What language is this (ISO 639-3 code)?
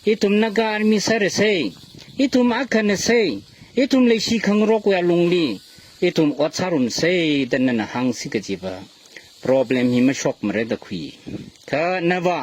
nmf